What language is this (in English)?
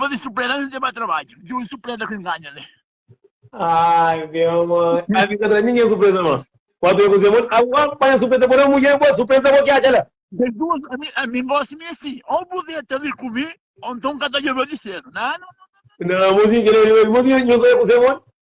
Kabuverdianu